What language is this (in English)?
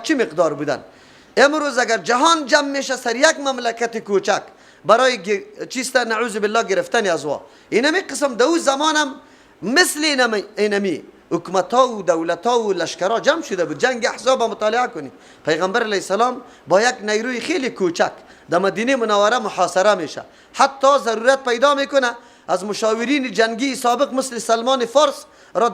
Persian